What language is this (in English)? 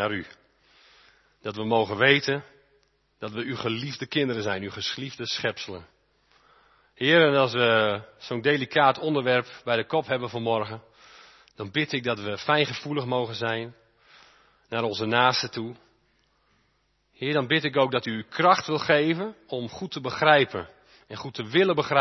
Dutch